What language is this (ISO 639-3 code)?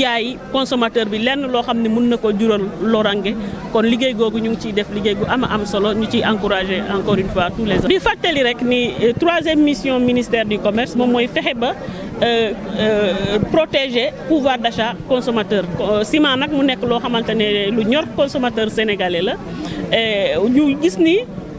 wol